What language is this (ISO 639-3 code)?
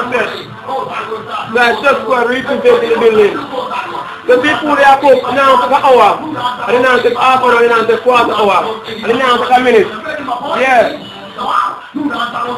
jam